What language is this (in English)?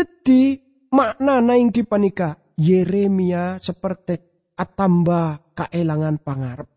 Madurese